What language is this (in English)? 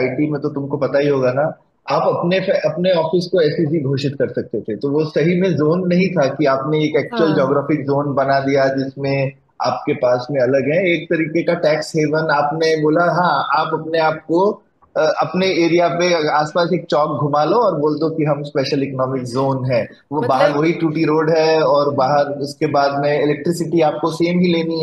Hindi